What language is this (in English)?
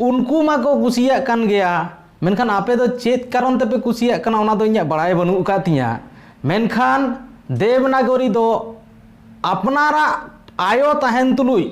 Santali